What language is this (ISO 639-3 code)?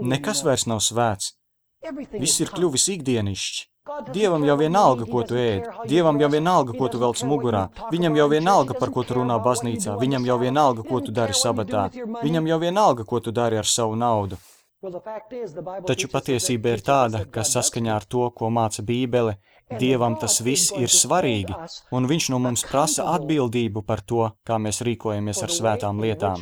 lav